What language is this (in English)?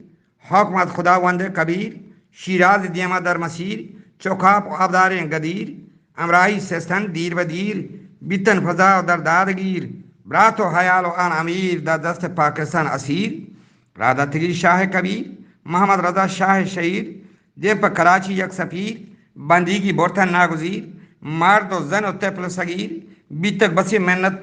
Eastern Balochi